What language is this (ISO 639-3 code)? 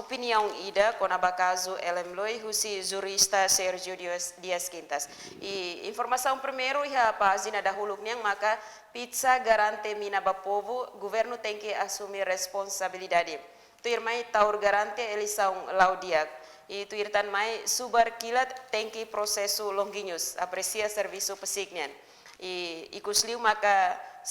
tet